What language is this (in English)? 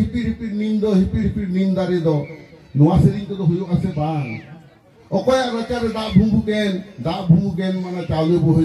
Santali